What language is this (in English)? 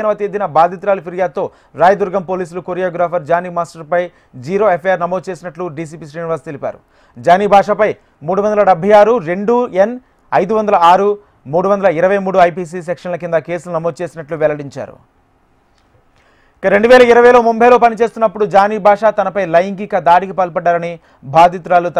Telugu